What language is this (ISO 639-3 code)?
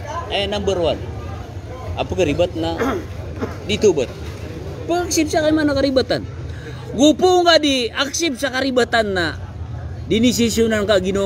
mrw